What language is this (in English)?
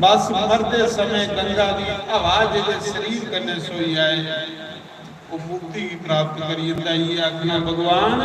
Dogri